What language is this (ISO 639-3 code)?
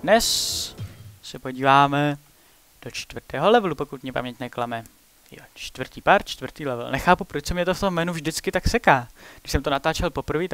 ces